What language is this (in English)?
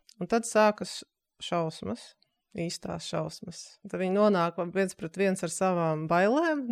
Latvian